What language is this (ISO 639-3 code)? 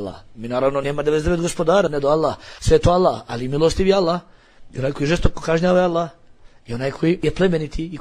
bos